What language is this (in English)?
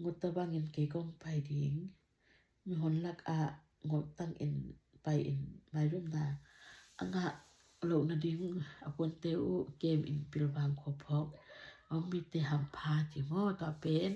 Tedim Chin